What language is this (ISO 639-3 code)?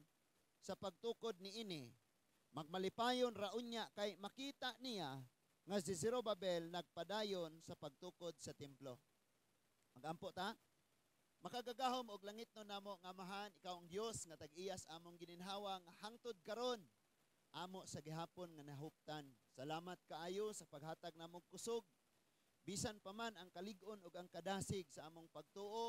ceb